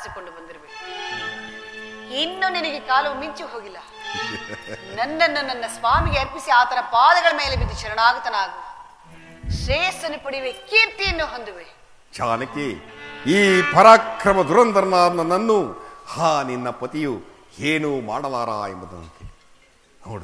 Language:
Kannada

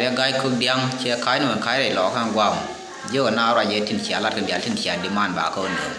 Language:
Nuer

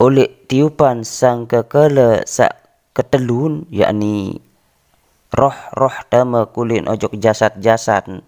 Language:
Sasak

